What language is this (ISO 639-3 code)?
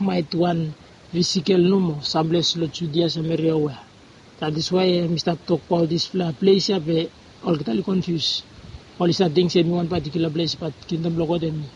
bis